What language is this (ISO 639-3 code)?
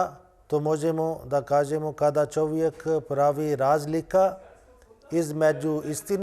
bos